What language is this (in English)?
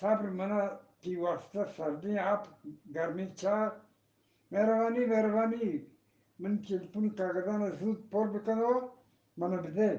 Eastern Balochi